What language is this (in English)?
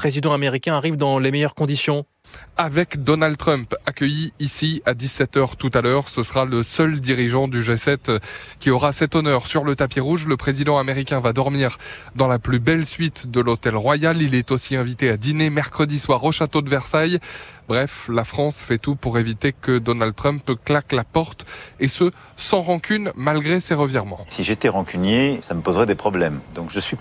French